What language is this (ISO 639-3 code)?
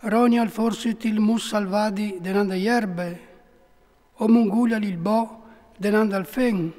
fur